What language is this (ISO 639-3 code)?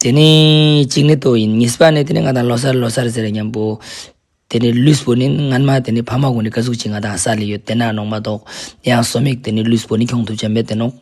lbj